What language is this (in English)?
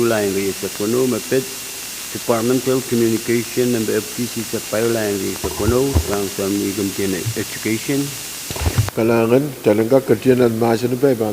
Pohnpeian